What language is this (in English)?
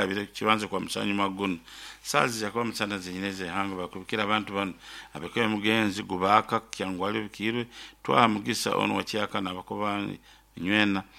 Nyoro